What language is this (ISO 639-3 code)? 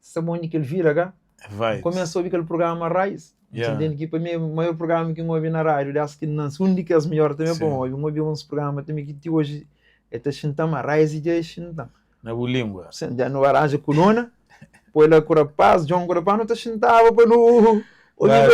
kea